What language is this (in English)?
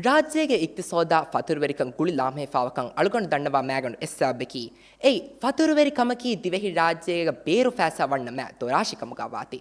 Divehi